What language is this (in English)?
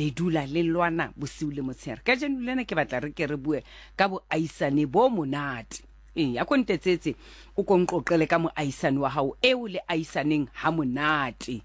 Southern Sotho